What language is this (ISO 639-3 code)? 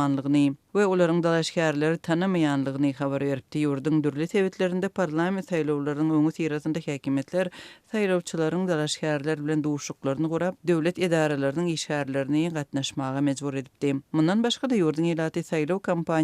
tuk